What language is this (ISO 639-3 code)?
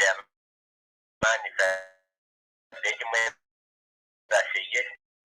mas